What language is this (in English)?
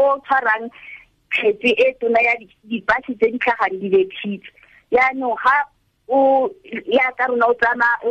Tswana